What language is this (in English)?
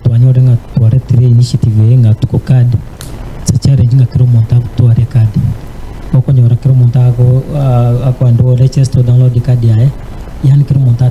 Gusii